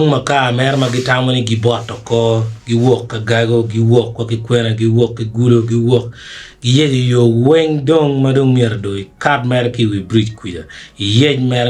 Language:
Acoli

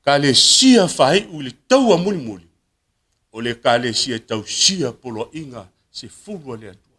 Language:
Samoan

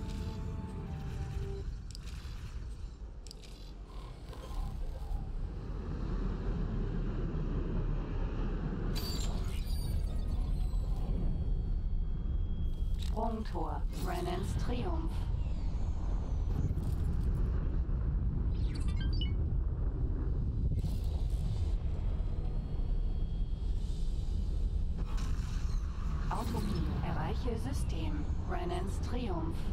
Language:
German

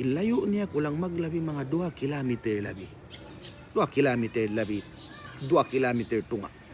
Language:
Tausug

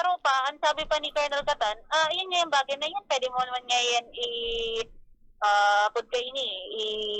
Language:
Bikol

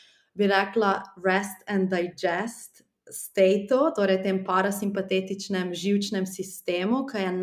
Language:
Slovenian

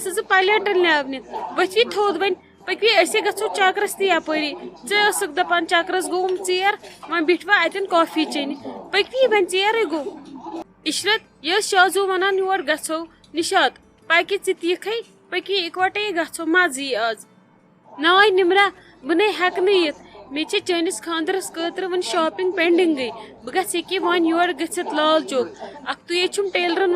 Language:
Kashmiri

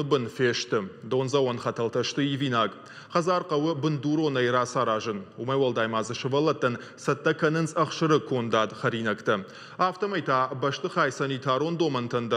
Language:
Ossetic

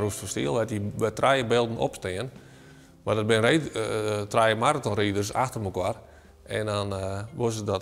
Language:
Western Frisian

